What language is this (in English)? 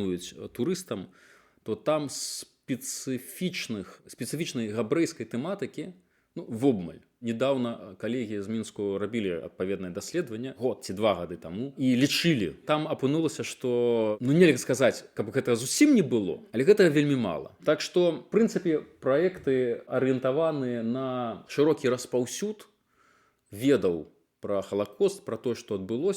Belarusian